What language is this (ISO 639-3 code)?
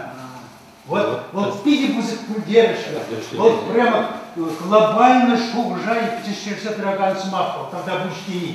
chv